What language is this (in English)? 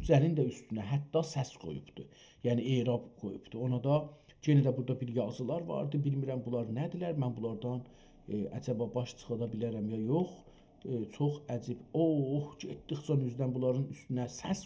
South Azerbaijani